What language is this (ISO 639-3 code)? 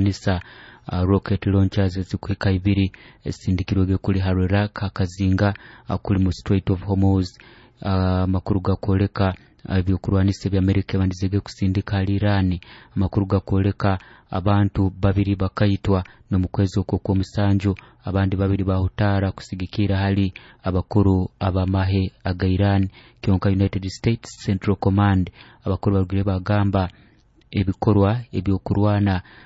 nyo